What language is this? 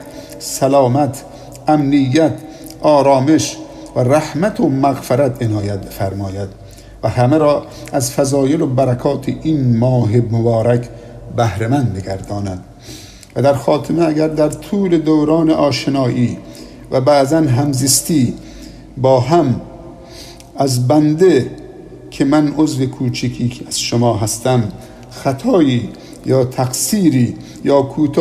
Persian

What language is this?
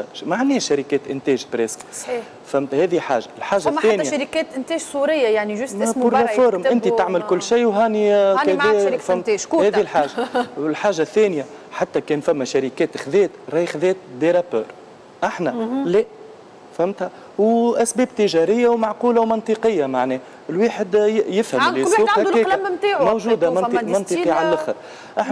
Tunisian Arabic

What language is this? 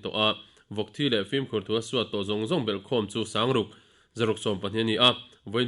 Mizo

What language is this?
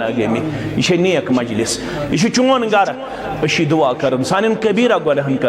Kashmiri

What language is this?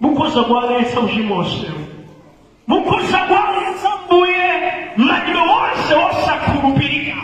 Nyanja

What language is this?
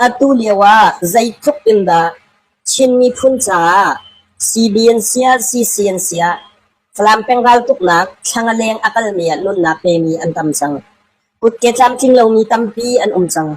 Hakha Chin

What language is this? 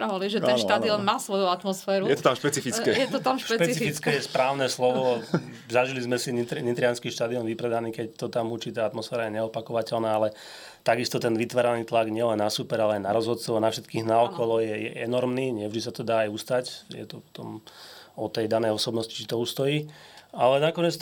Slovak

